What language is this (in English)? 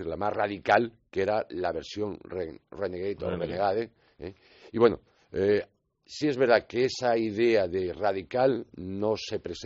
Spanish